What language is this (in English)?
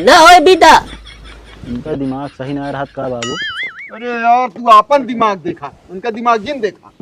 Awadhi